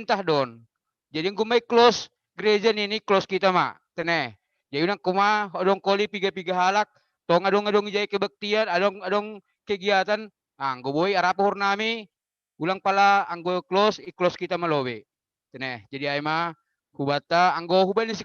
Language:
Batak Simalungun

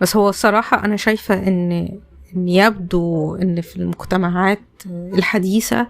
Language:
Egyptian Arabic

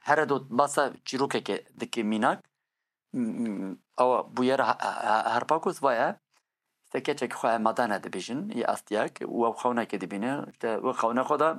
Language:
Kurdish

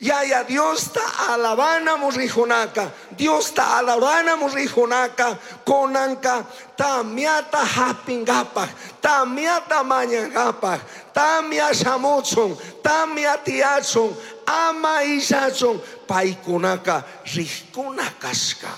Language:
Chimborazo Highland Quichua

